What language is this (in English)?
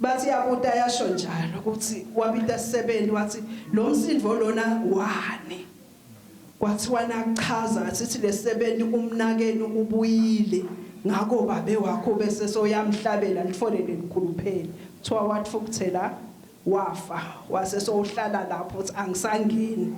Swati